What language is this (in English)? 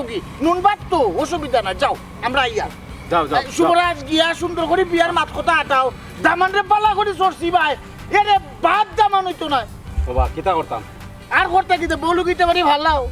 Sylheti